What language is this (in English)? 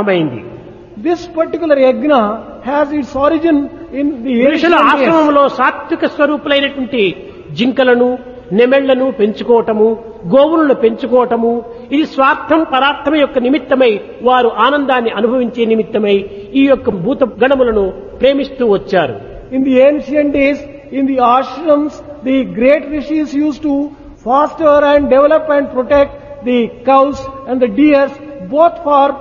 Telugu